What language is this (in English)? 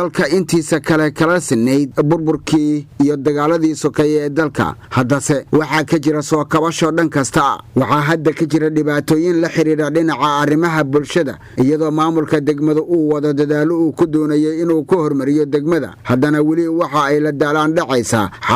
Somali